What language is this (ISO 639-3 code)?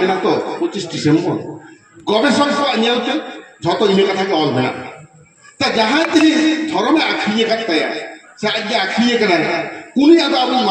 sat